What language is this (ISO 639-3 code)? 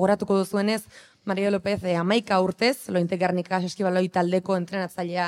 eus